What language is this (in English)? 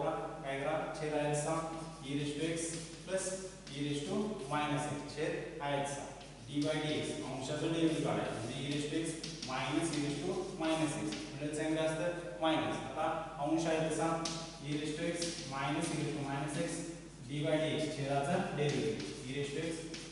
Marathi